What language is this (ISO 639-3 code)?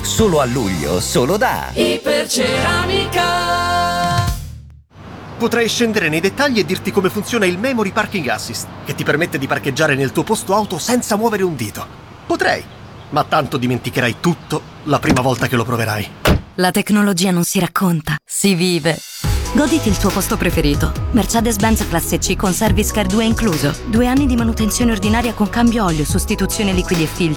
ita